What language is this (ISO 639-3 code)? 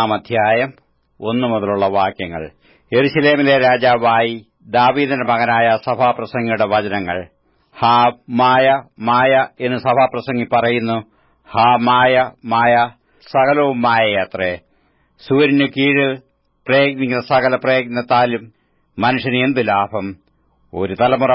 mal